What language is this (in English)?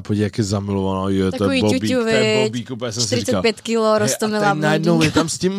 Czech